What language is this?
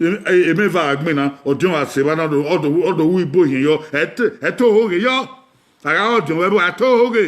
Bini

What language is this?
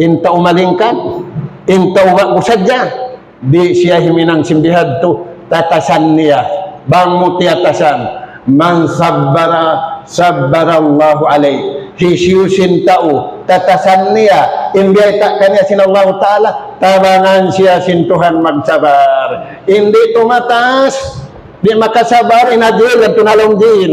Tausug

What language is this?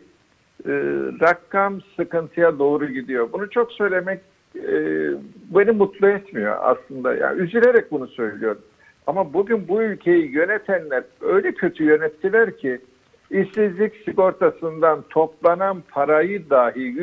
Turkish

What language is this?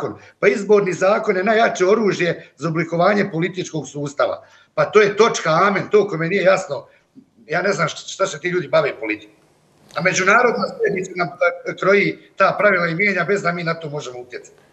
Croatian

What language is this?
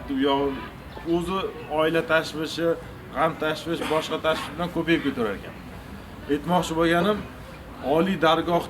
Uzbek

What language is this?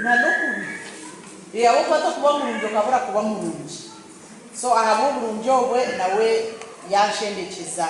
Nyankole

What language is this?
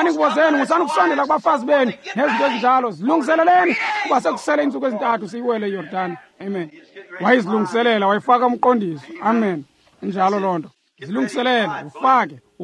Xhosa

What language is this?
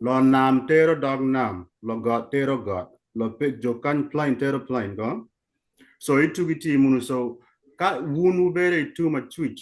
Acoli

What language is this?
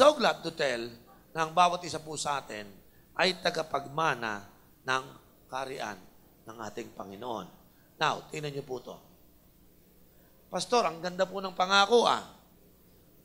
Filipino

